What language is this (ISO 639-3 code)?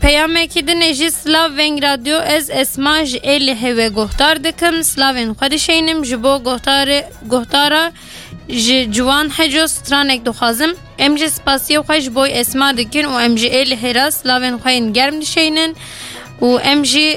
kur